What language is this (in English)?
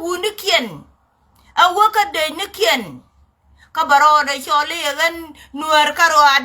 Nuer